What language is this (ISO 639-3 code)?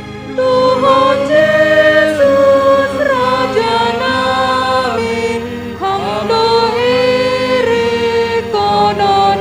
bts